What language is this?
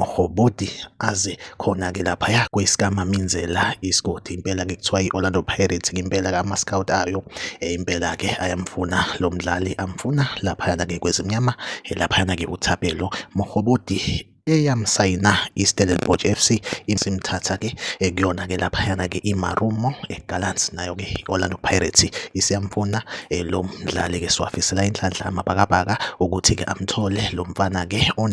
Zulu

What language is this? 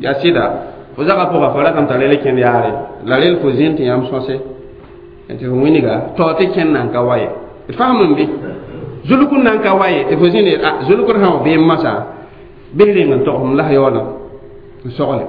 Mossi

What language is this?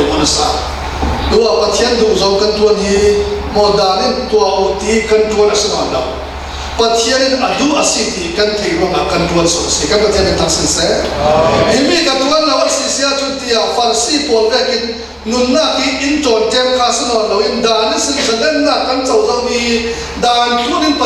Falam Chin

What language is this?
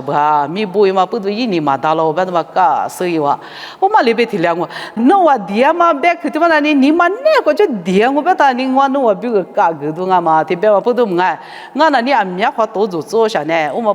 Lisu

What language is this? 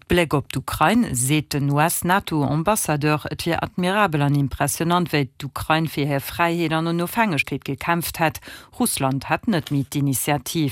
Luxembourgish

